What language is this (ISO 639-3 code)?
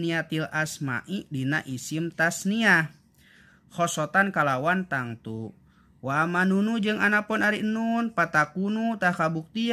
sun